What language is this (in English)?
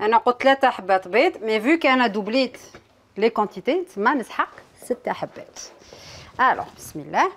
Algerian Arabic